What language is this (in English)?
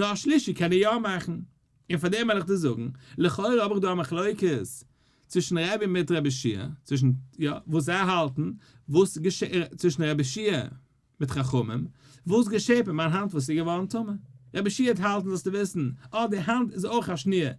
Yiddish